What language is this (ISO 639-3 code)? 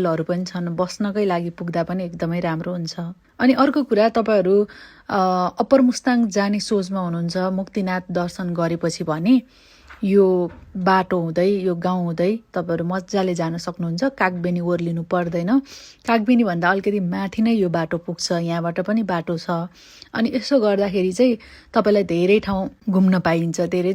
nep